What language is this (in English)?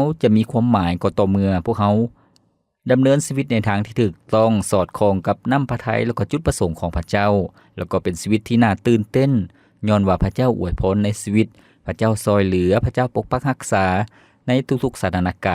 Lao